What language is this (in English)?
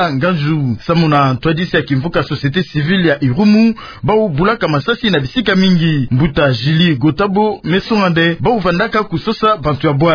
Kituba (Democratic Republic of Congo)